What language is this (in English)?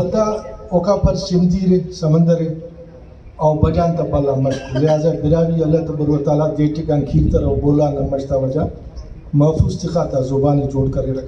Brahui